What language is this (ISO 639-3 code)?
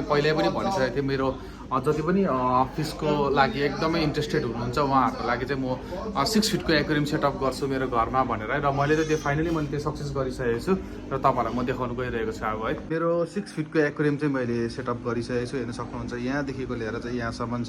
nep